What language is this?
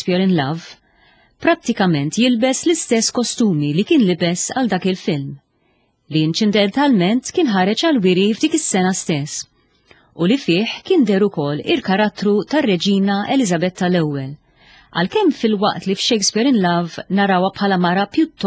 Maltese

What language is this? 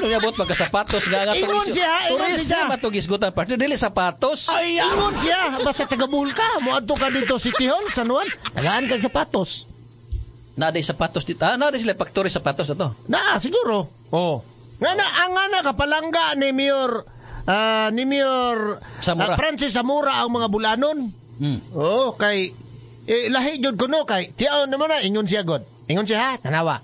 Cebuano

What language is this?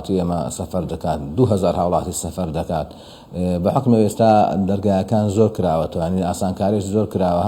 Central Kurdish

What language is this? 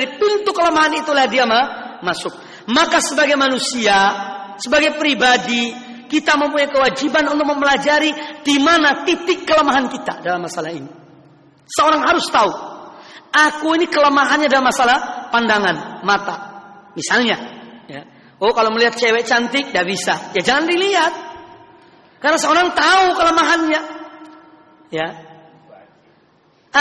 Indonesian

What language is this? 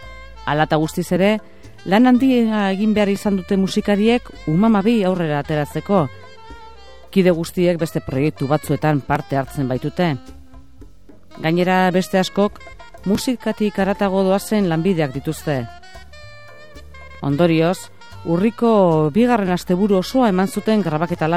Basque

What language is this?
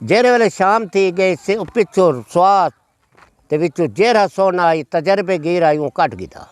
Saraiki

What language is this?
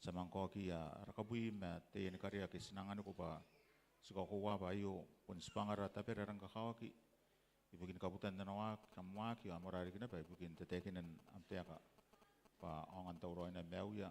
Gilbertese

